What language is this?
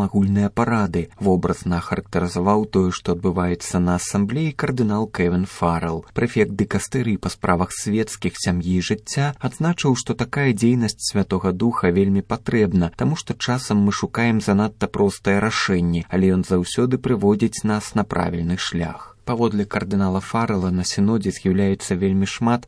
Belarusian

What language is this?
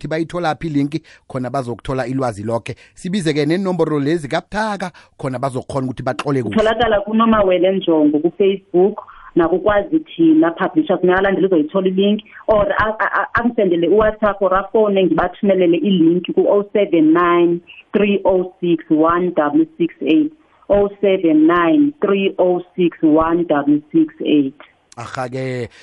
South Ndebele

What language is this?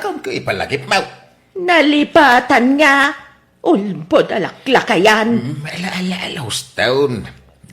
Iloko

